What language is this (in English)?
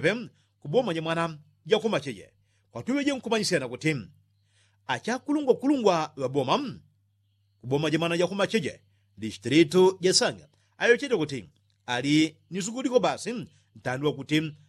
Yao